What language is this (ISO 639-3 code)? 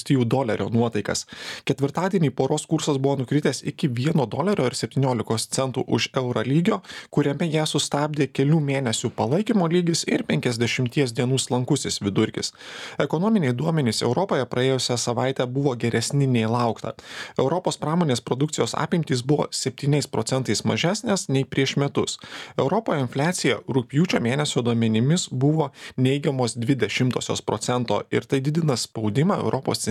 lit